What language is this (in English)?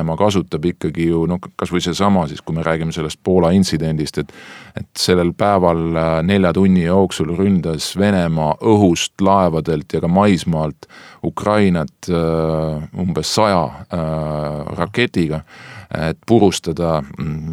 Estonian